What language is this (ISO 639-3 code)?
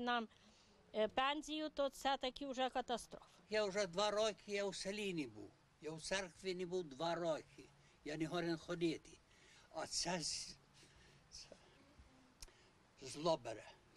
ukr